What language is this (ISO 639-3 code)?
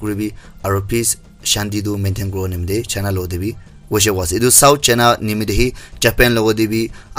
nag